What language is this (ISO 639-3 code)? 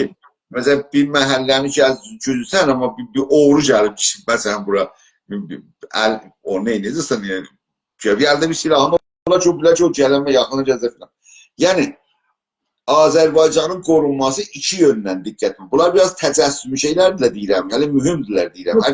azb